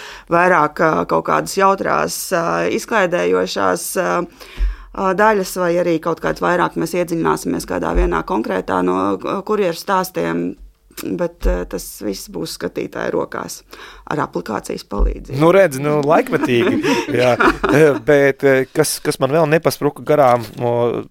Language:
Latvian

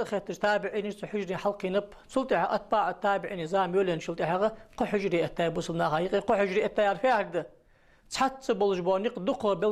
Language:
Ingush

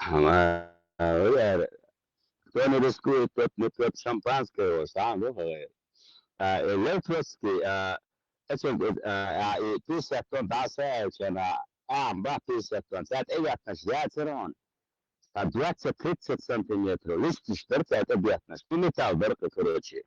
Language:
Chechen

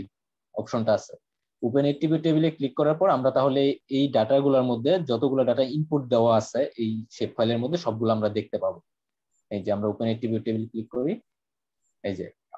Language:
Bangla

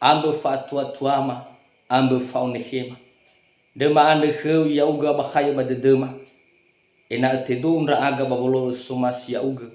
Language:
Nias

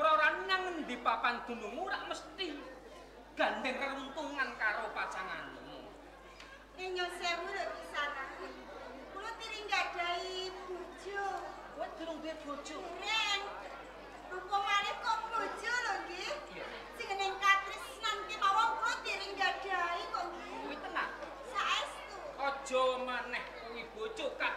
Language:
Javanese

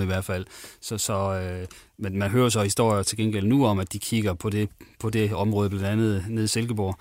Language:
Danish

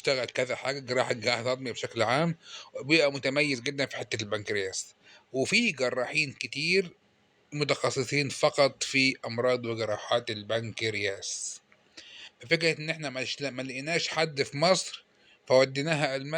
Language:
Egyptian Arabic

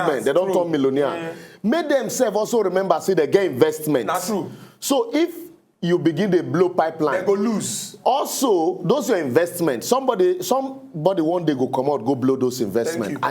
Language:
Nigerian Pidgin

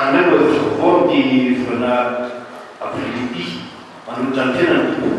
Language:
Malagasy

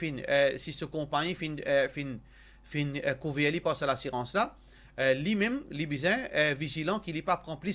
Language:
Morisyen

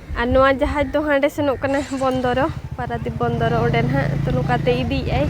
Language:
Santali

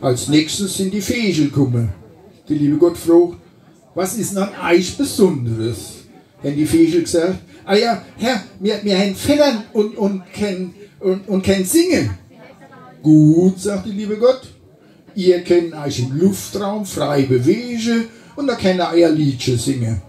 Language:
Palatine German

